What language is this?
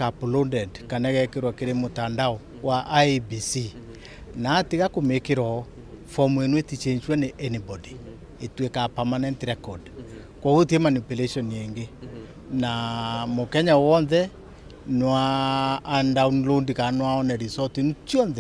Meru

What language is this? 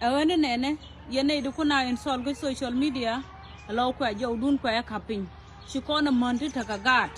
Nuer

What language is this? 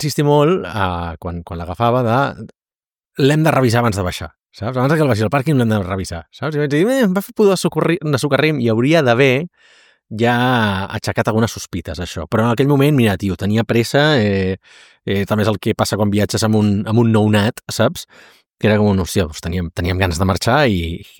Catalan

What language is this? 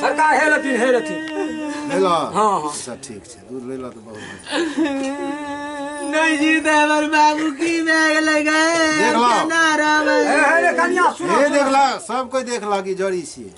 Maithili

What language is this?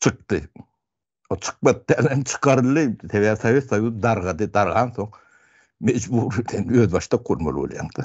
Turkmen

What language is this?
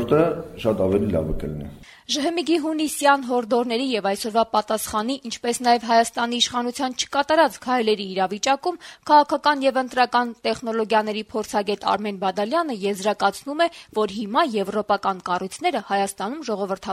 Armenian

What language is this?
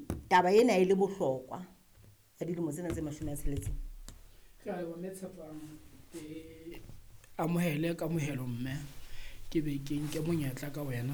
Southern Sotho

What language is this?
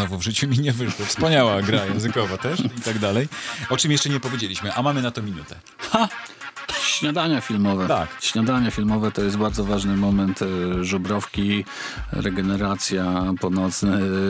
Polish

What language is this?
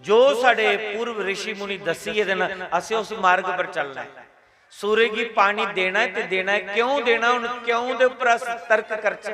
Dogri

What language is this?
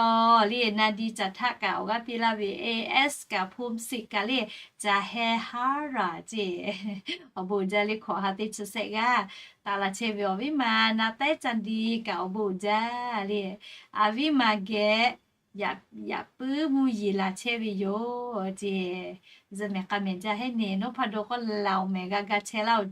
Lahu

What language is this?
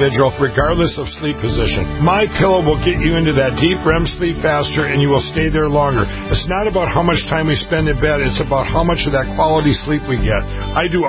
English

